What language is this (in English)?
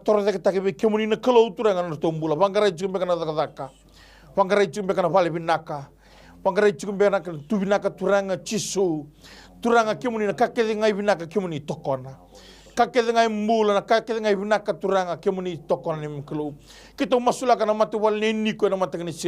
Fijian